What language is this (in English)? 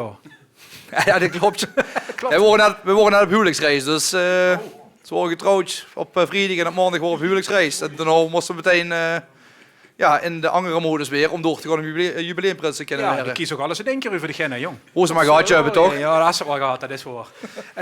Limburgish